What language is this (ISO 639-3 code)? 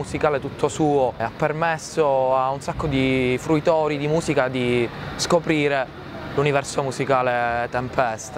ita